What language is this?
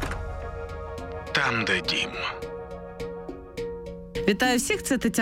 Ukrainian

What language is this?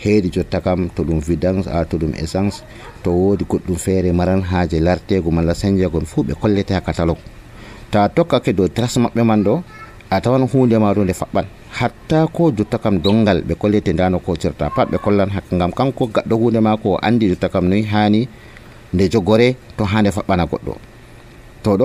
Nigerian Fulfulde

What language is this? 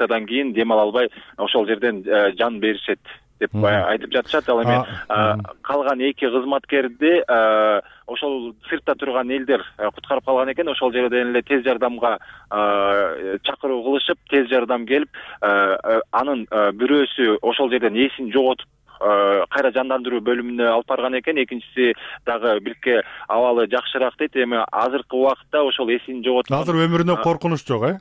Kyrgyz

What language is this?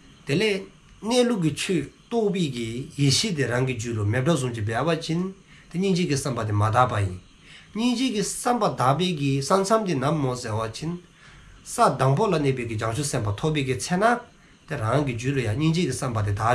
Dzongkha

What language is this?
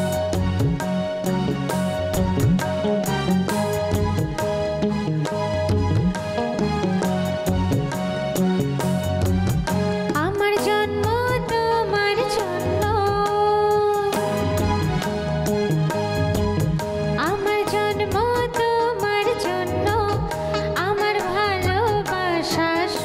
Bangla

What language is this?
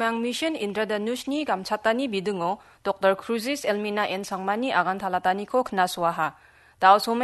Garo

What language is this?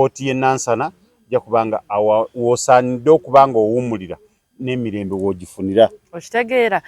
Ganda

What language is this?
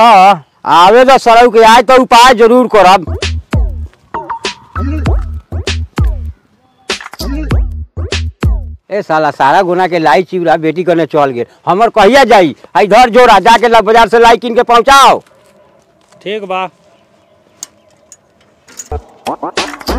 Bhojpuri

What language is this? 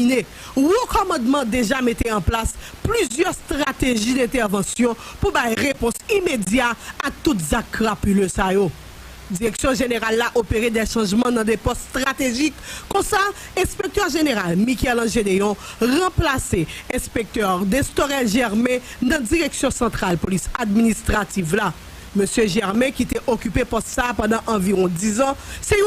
Haitian Creole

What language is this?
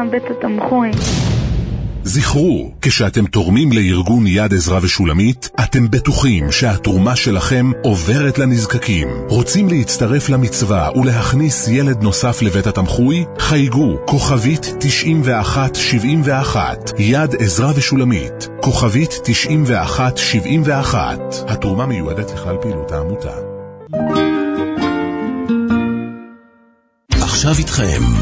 Hebrew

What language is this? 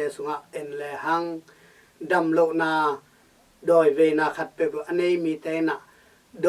Tedim Chin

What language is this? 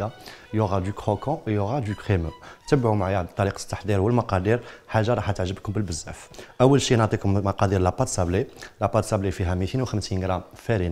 Algerian Arabic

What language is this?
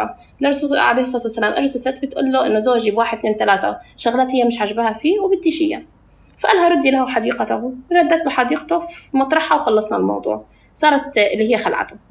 North Levantine Arabic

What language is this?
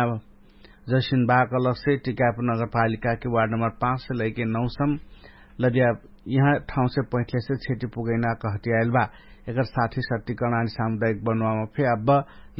Dangaura Tharu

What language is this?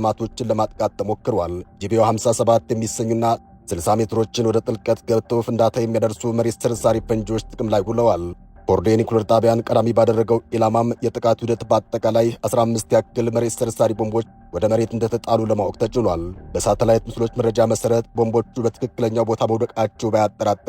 Amharic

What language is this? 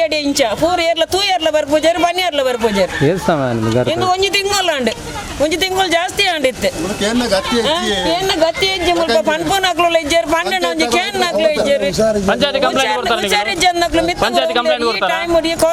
Tulu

